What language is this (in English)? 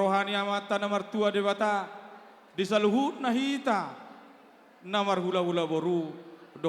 Batak Toba